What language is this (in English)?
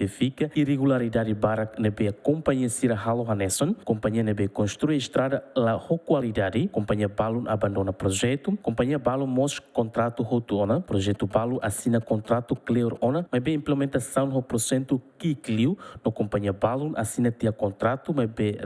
Tetum